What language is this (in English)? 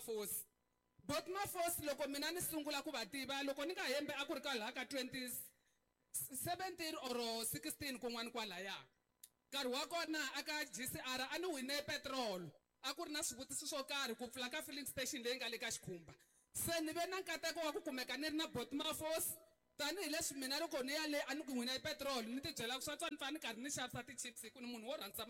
Tsonga